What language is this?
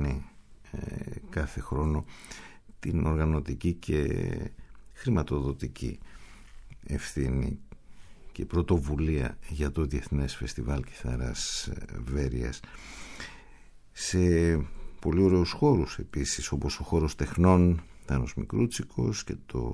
Greek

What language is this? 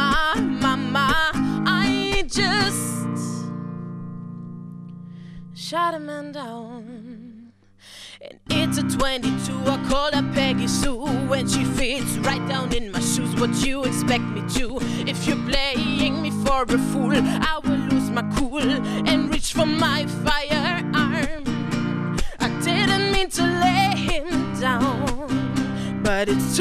English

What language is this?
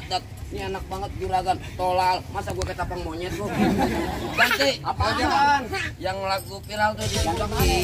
Betawi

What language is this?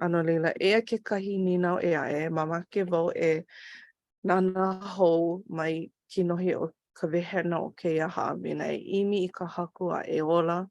Hawaiian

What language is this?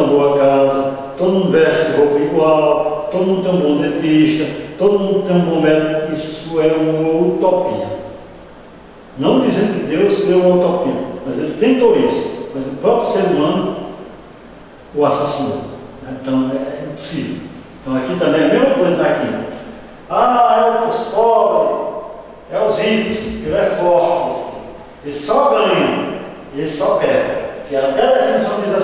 Portuguese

